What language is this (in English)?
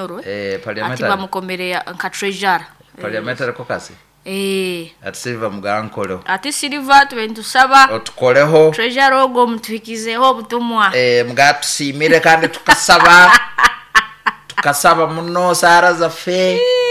Nyoro